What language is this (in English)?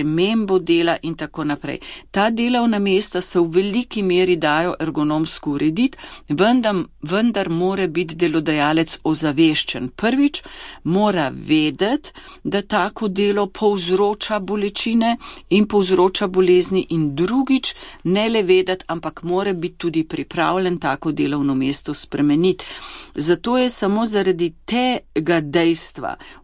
Slovenian